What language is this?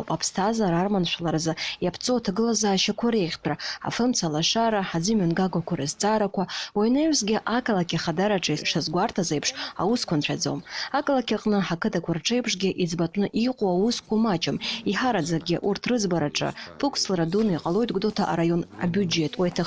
Abkhazian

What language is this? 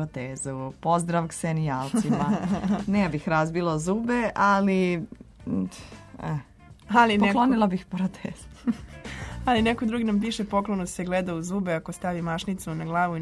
Serbian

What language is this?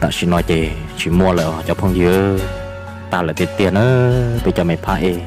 Hmong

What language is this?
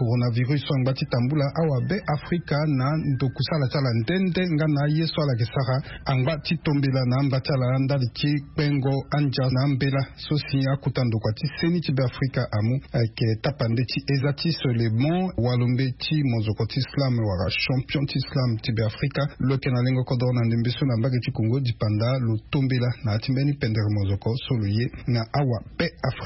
Sango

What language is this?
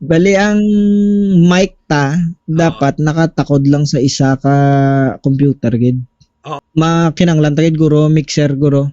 Hiligaynon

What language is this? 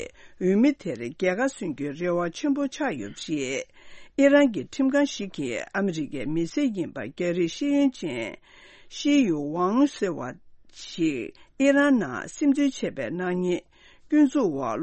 Tibetan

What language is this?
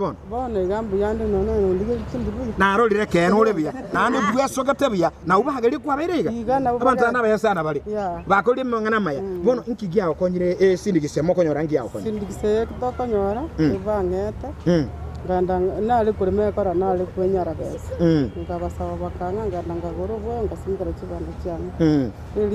Gusii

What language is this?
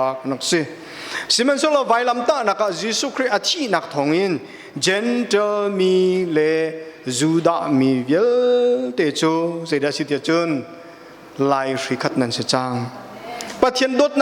Hakha Chin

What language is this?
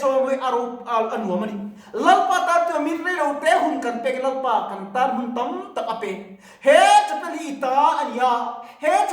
Mizo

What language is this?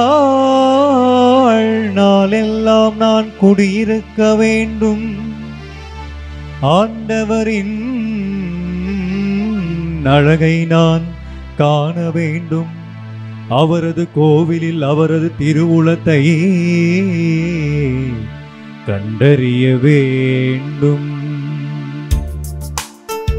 Tamil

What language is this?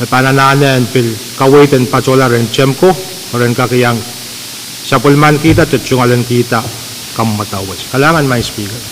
Pohnpeian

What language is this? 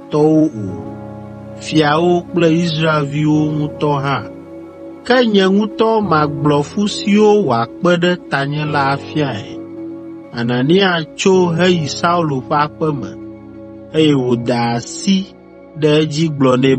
Ewe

